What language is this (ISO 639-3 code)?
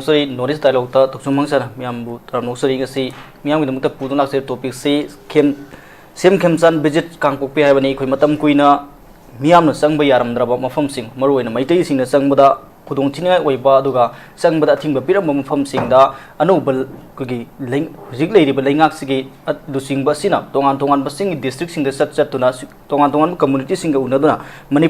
mni